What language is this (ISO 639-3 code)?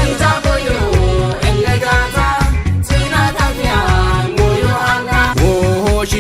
kbr